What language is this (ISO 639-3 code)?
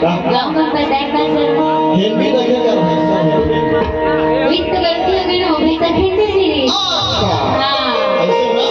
hne